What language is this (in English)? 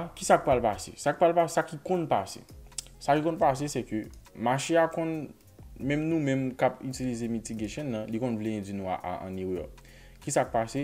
Haitian Creole